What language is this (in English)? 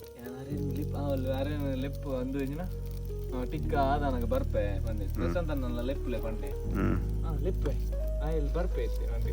Tulu